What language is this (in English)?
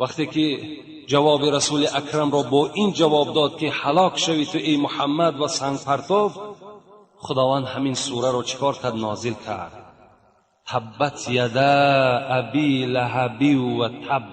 Tajik